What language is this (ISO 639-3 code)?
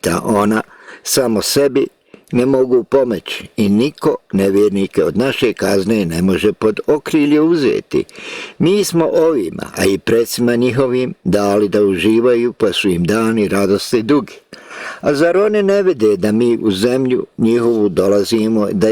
bos